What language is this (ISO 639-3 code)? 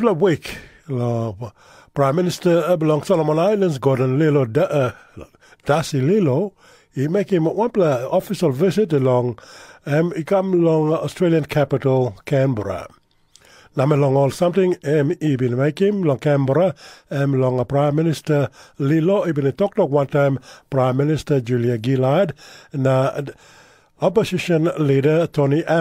tpi